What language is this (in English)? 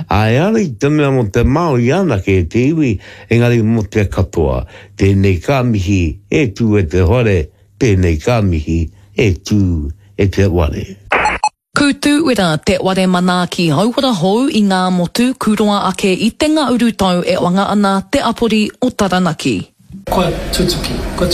Māori